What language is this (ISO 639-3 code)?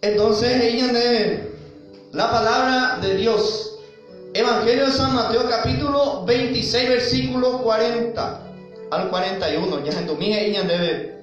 grn